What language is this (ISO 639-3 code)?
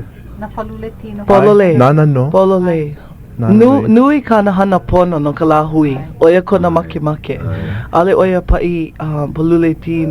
haw